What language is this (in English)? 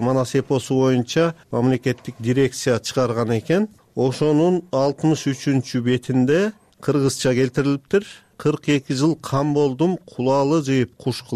Kyrgyz